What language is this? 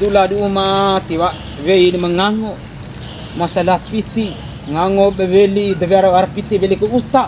Bima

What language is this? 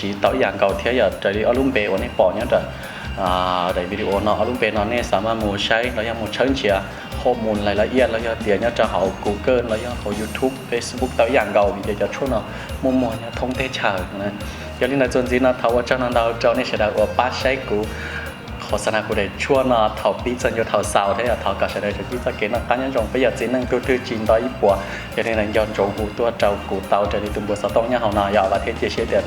Hmong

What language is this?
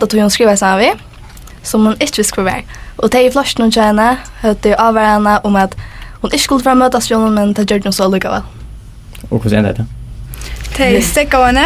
Faroese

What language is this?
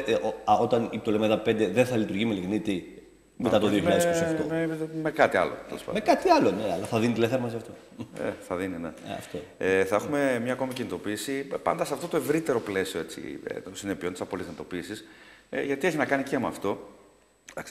Greek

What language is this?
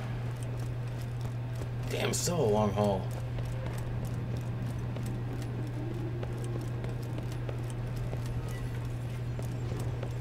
English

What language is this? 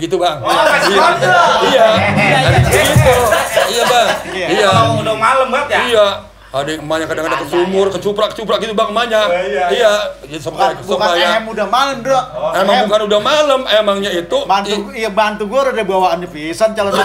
Betawi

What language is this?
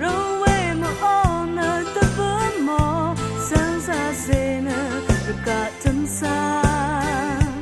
Rawang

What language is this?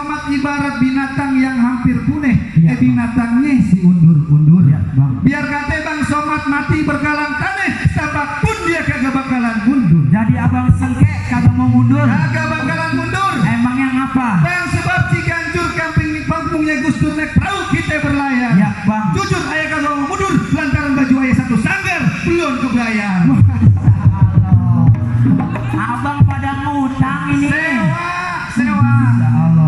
Betawi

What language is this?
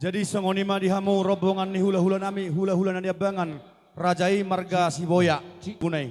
Batak Toba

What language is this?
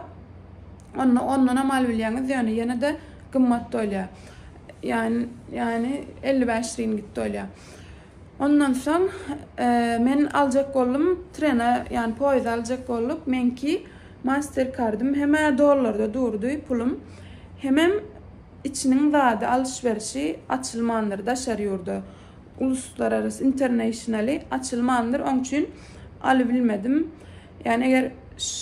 Turkmen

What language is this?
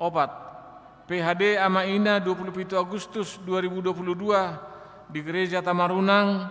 Batak Toba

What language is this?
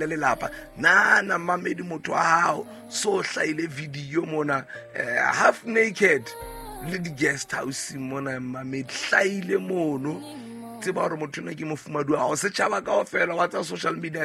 Southern Sotho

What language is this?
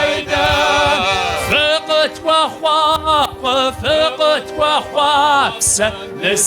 Kabardian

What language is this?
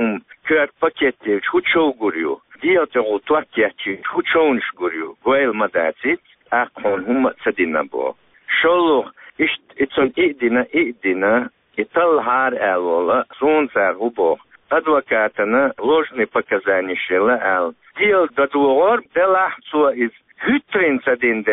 Chechen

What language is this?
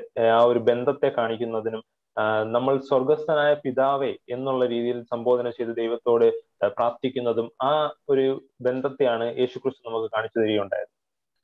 Malayalam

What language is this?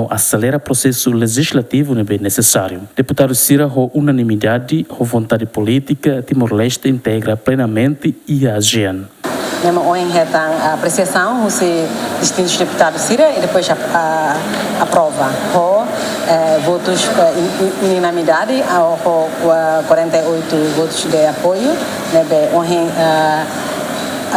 Tetum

